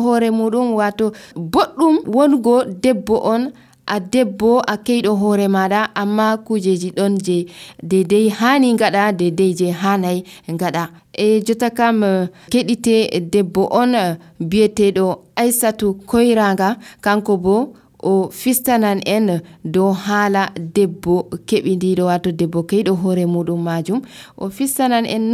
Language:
Nigerian Fulfulde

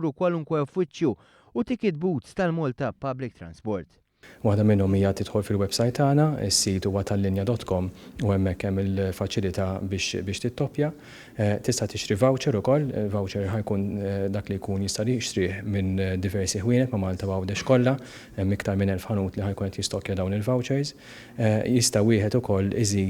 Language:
Maltese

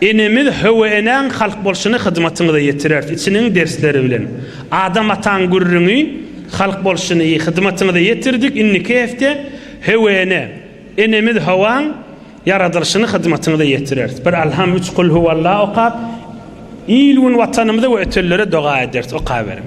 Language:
Turkmen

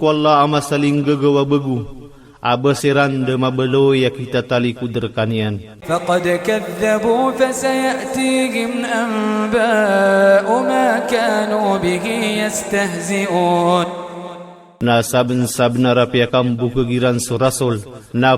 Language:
Iranun (Philippines)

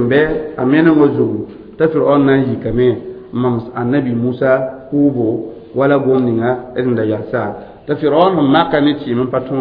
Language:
Mossi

